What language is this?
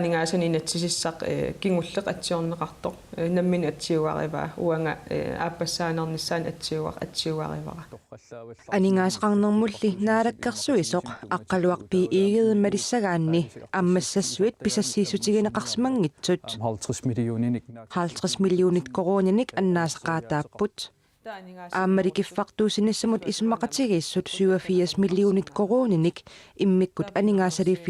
Kalaallisut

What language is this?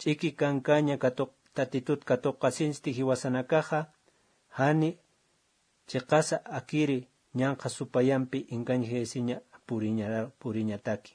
Aymara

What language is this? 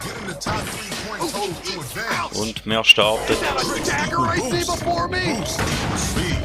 Swiss German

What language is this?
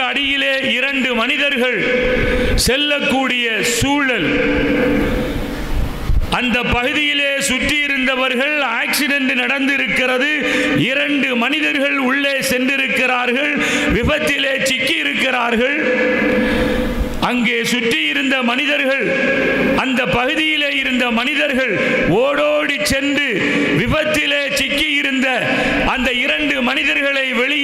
Tamil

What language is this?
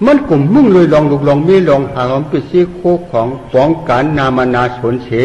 Shan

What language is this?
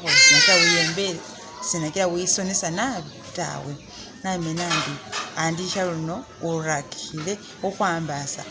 Masaaba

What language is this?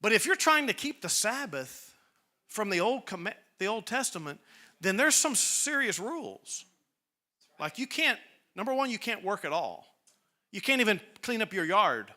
English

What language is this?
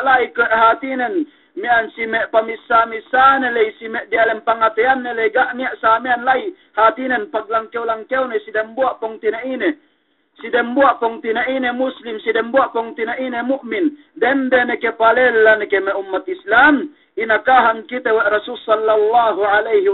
Yakan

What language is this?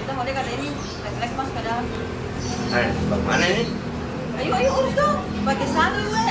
Ambonese Malay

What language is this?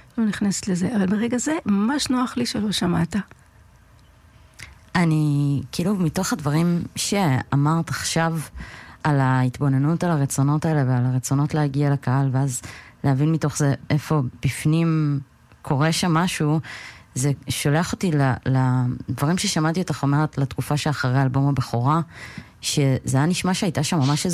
Hebrew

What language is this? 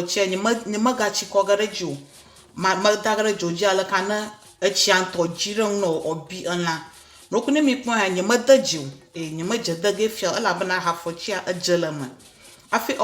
Ewe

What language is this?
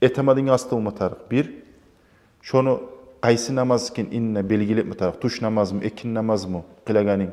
Kumyk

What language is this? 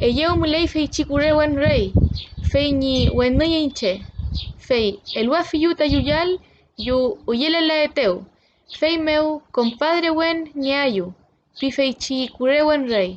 Mapuche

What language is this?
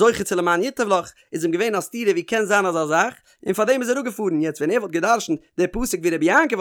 Yiddish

